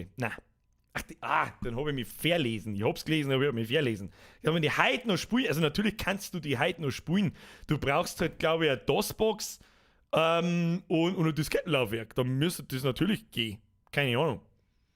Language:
Bavarian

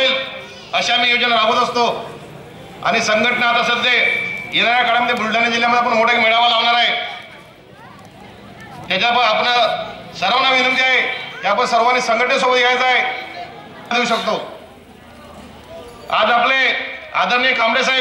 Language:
Marathi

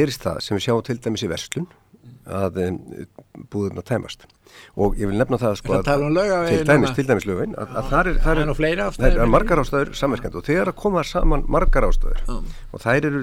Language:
Icelandic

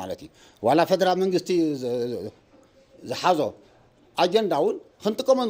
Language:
Tigrinya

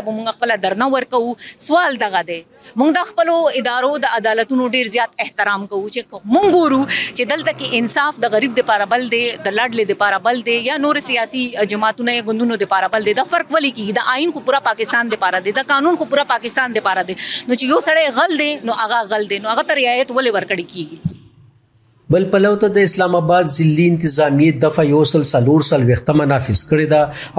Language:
Pashto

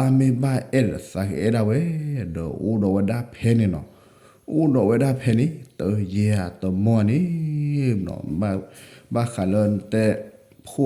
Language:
S'gaw Karen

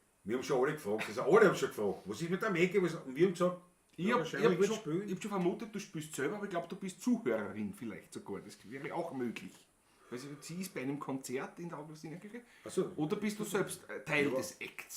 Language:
Bavarian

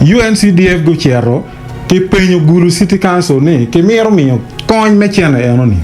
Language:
Acoli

